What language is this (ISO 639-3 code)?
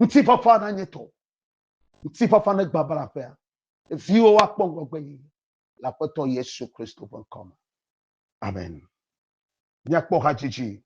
ewe